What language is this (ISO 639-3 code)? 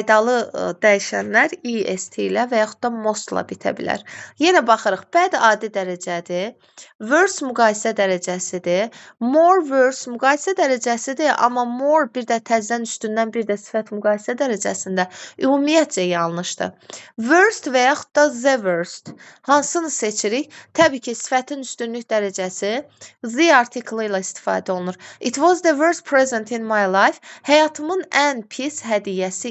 aze